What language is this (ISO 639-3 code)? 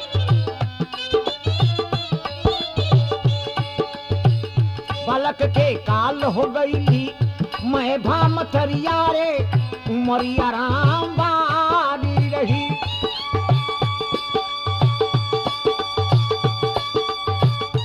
bho